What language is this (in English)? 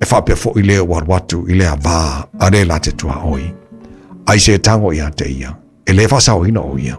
Samoan